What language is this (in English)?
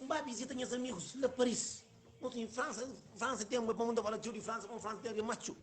Kabuverdianu